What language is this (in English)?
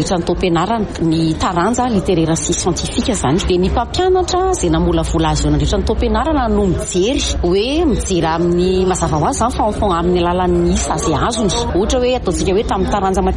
Malagasy